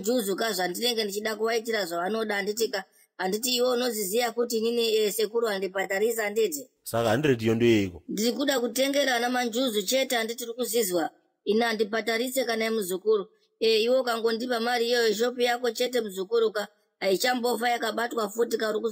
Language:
Shona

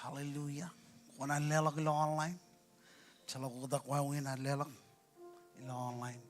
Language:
Marshallese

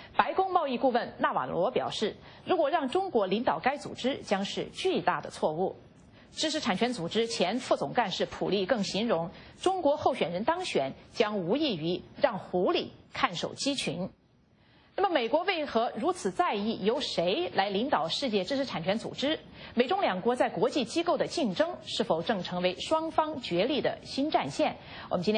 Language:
Chinese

